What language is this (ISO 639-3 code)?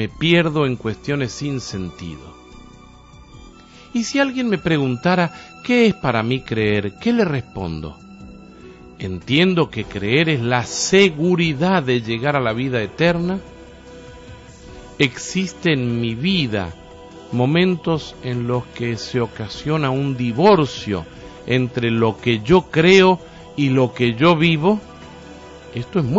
spa